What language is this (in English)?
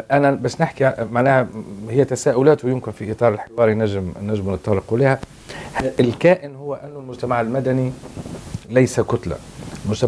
Tunisian Arabic